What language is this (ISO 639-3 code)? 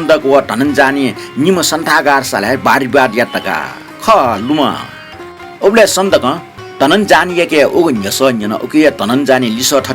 new